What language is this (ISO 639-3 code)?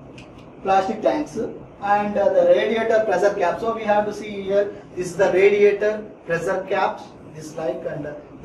eng